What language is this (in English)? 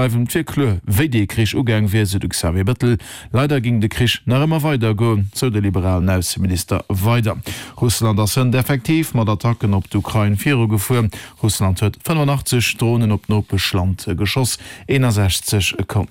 Luxembourgish